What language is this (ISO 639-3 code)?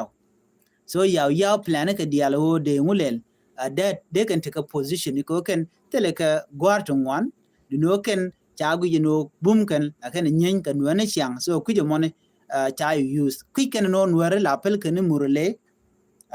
nus